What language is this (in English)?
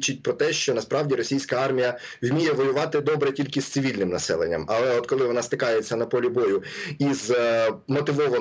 Ukrainian